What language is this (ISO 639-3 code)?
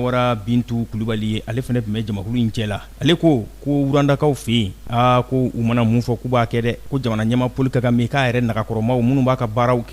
bam